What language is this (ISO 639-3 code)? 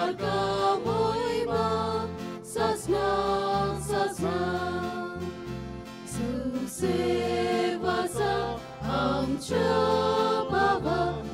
kok